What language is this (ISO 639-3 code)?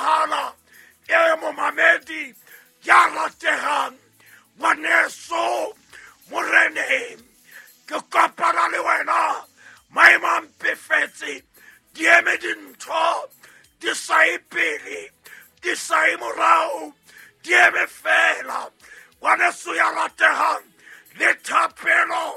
sot